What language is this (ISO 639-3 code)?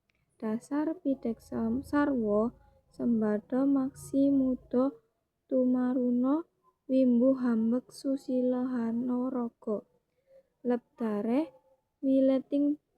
jav